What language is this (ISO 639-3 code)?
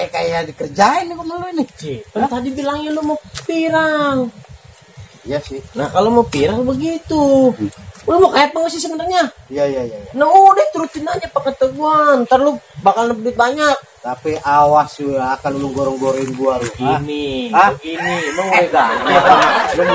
bew